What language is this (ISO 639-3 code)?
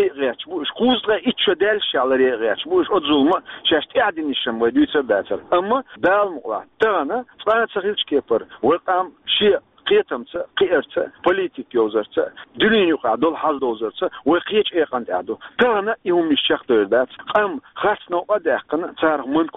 che